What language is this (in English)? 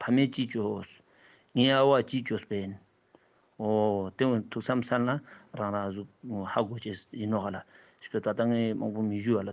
Ladakhi